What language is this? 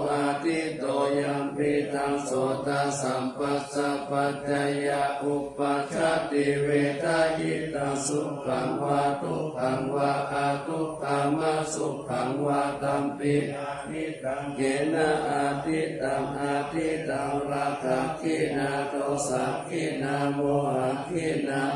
Pali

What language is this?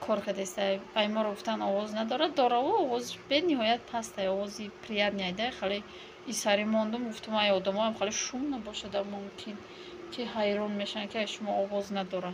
Tajik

